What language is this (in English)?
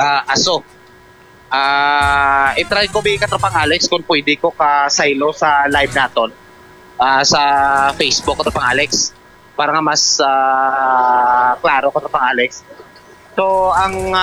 Hiligaynon